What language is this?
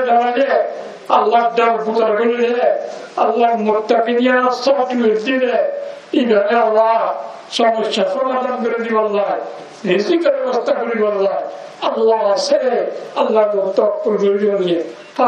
Rohingya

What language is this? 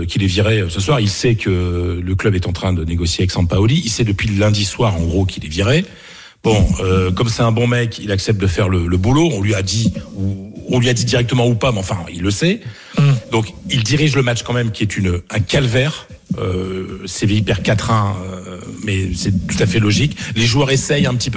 French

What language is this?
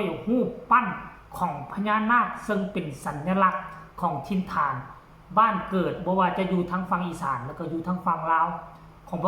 Northeastern Thai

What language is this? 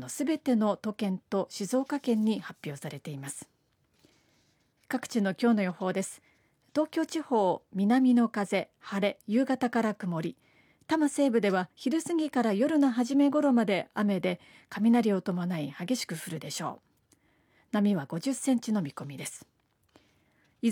Japanese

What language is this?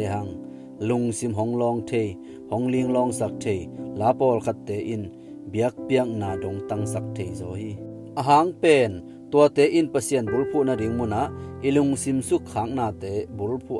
Tedim Chin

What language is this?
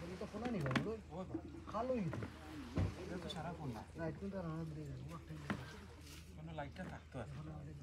Sylheti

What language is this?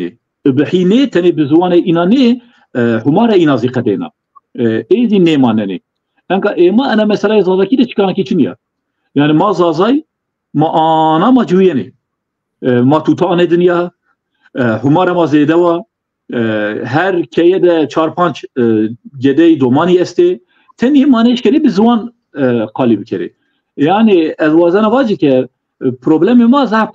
Zaza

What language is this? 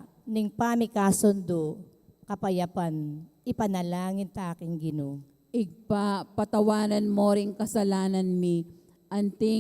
Pampanga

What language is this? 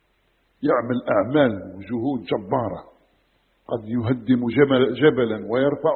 Arabic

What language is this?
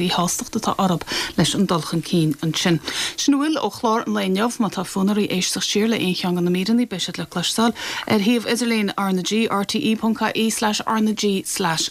Irish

